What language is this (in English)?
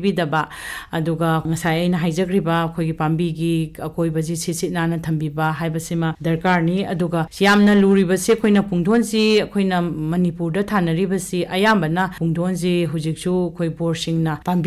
Manipuri